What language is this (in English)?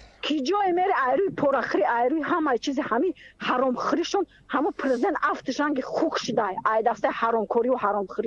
Tajik